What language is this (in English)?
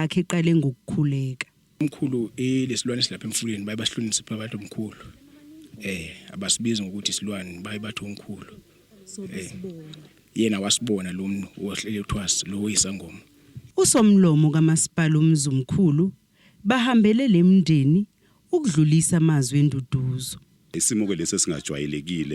Zulu